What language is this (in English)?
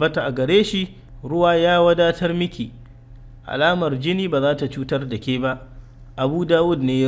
Hausa